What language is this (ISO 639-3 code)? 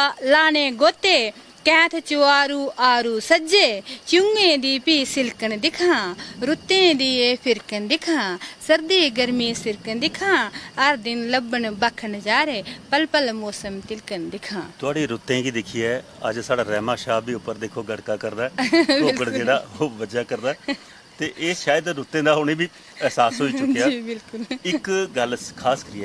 doi